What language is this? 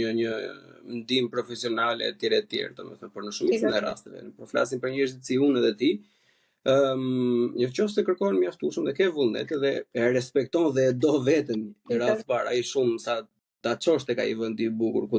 Albanian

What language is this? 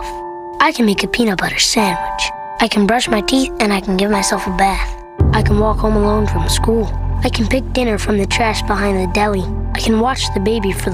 English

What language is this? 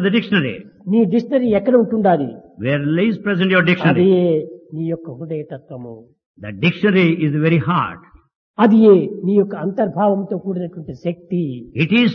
Telugu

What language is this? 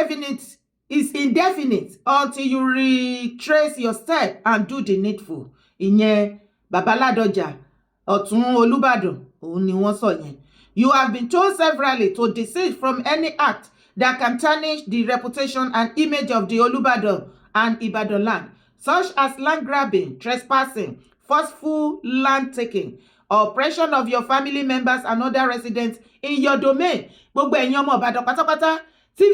Yoruba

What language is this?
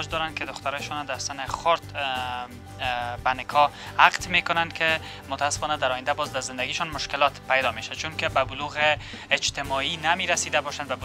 Persian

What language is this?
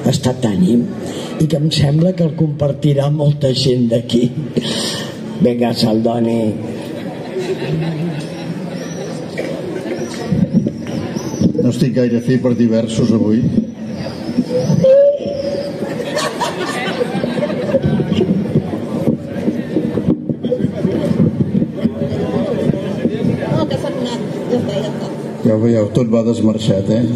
Catalan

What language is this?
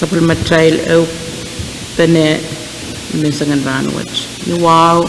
Pohnpeian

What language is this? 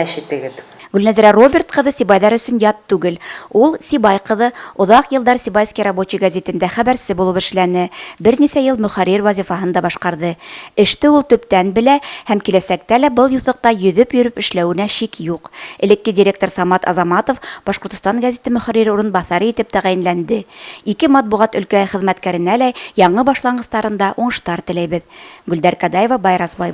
Bashkir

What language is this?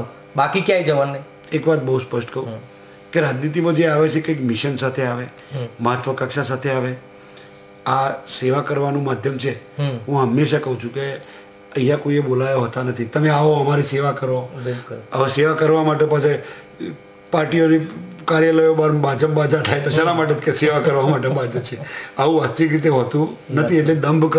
Gujarati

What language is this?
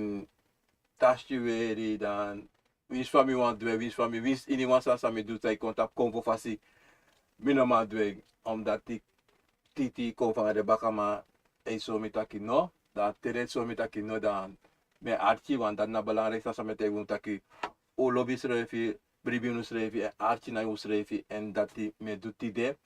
Sranan Tongo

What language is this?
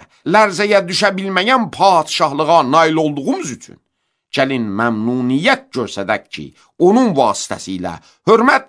Azerbaijani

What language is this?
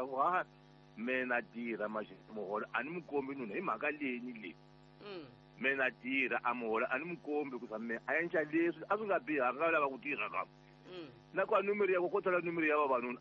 Tsonga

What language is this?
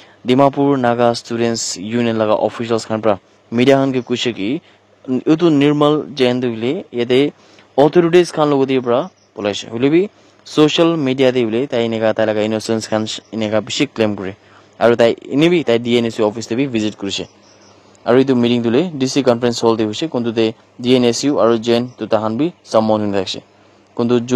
Naga Pidgin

